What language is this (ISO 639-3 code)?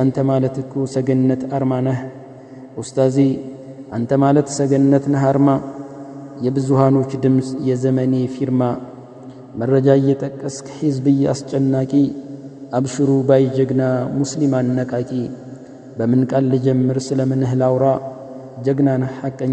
amh